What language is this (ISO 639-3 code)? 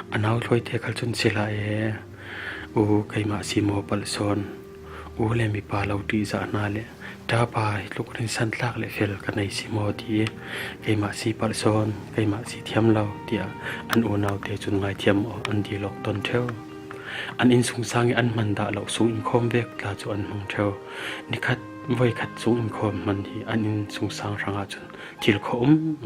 cfm